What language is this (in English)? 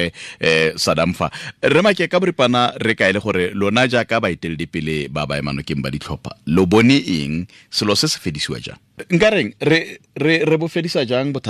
Tswana